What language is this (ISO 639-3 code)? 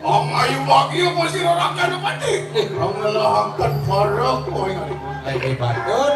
ban